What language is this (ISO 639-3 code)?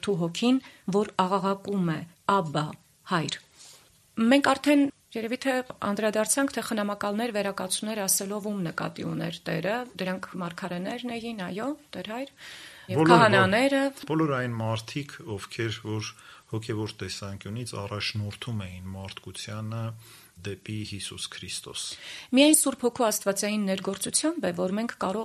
hye